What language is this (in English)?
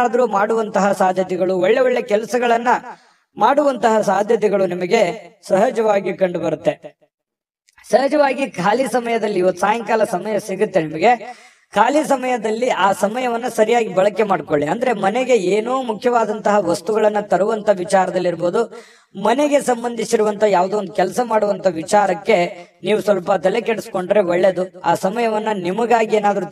Kannada